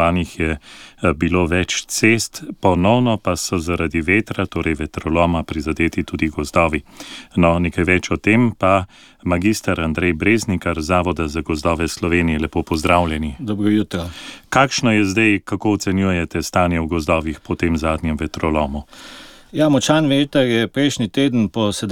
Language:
Slovenian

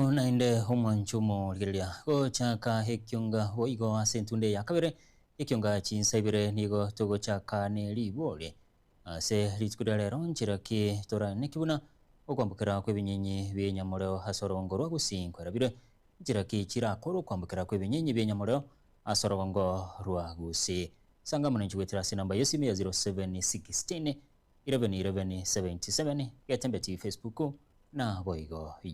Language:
Gusii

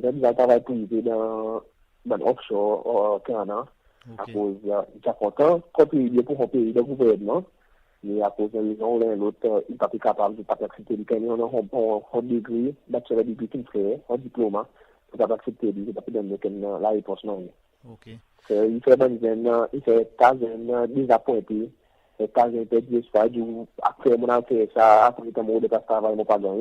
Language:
Seselwa Creole French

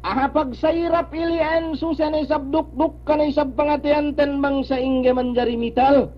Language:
Yakan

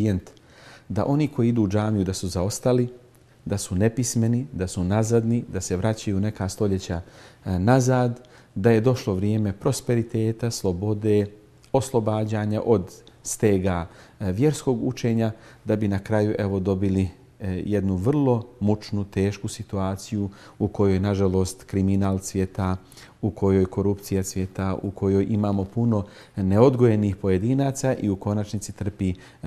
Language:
Bosnian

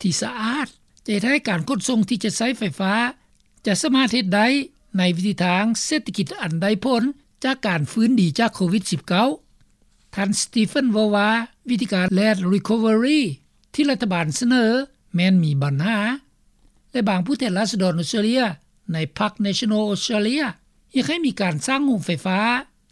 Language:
Lao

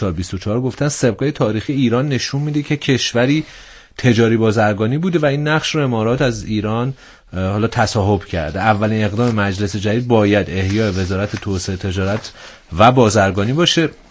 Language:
Persian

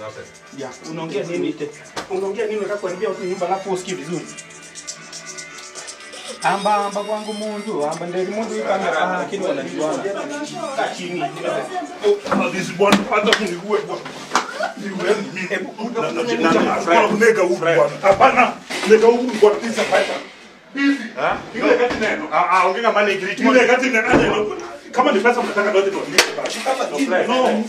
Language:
Swahili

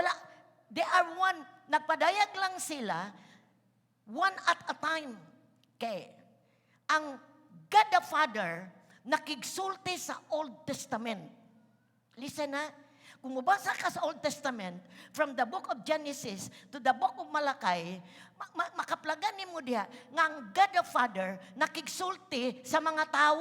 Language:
Cebuano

